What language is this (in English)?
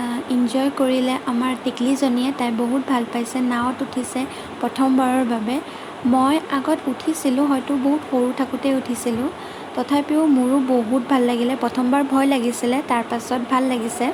Assamese